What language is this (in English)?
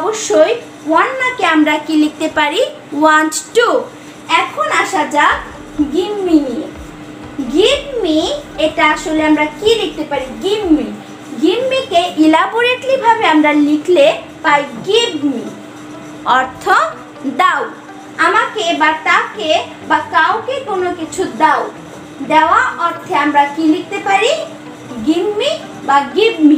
Bangla